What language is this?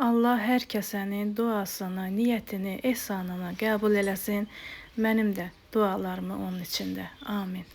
Azerbaijani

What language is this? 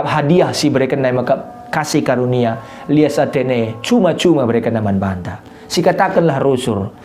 Batak Karo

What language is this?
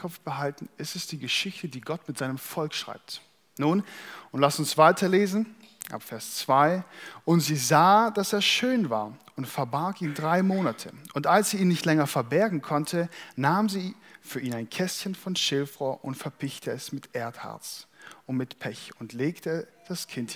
German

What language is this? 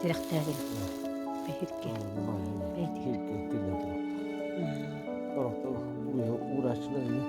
Yakut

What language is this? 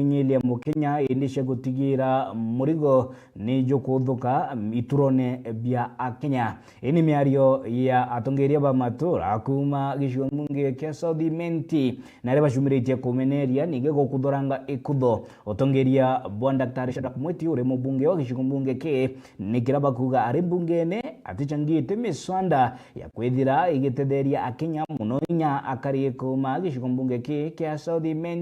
Meru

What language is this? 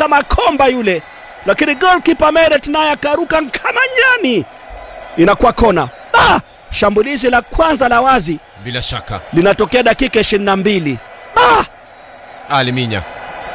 Swahili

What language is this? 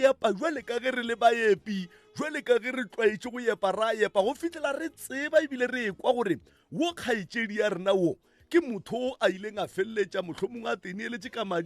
Northern Sotho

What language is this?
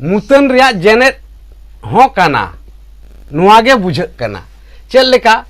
Santali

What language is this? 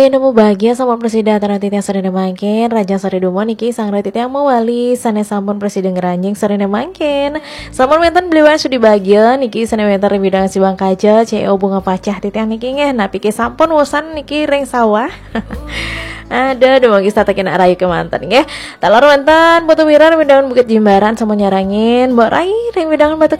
Balinese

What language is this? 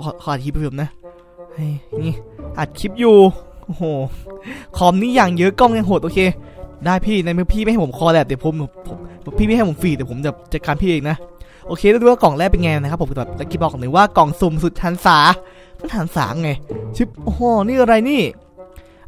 Thai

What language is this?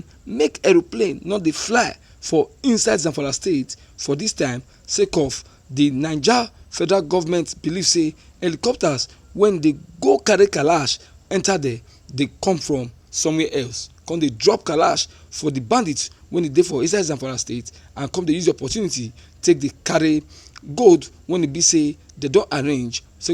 Nigerian Pidgin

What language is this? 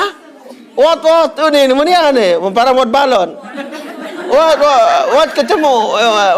Sasak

